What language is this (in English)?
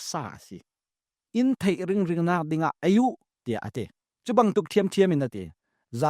Falam Chin